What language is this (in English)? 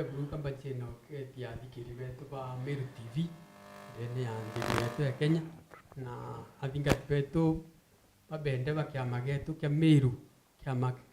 Meru